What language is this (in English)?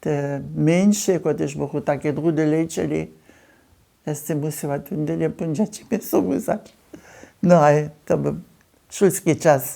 Upper Sorbian